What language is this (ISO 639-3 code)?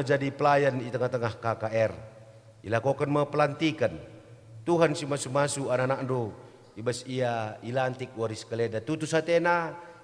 btx